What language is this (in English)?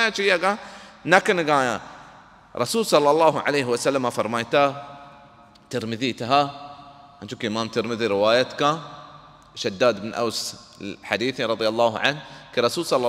Baluchi